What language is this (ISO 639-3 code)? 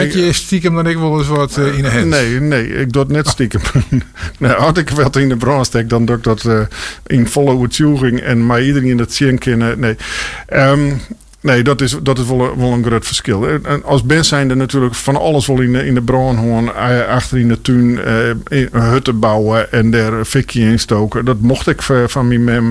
fry